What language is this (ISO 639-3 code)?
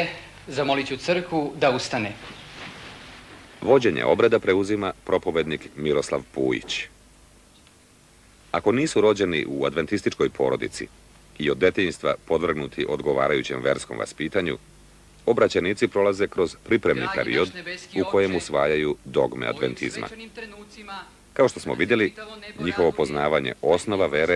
srp